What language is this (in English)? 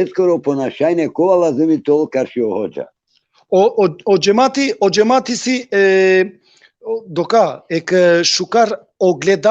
Balkan Romani